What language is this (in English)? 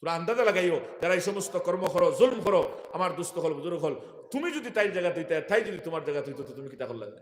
Sylheti